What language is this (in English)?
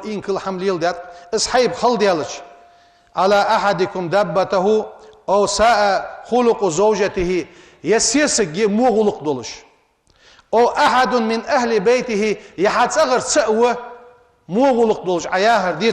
Ingush